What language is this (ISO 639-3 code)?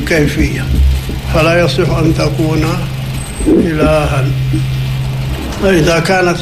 ara